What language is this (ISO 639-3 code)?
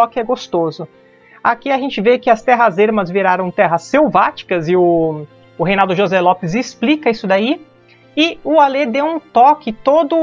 por